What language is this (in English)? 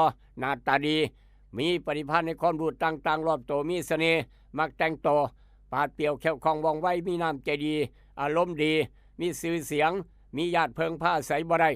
Lao